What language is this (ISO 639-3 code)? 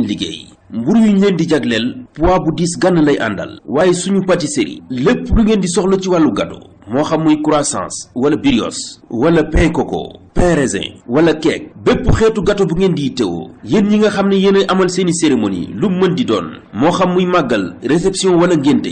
wol